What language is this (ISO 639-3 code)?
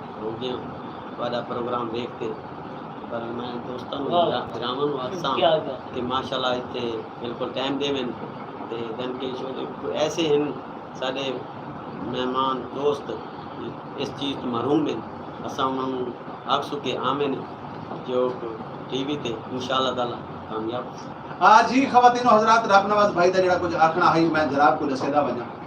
skr